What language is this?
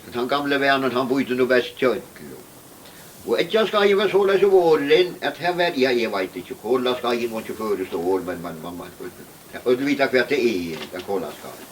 Faroese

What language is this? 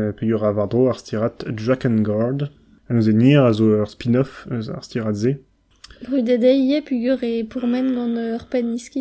Breton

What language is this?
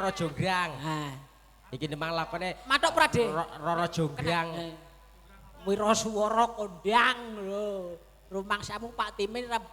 Javanese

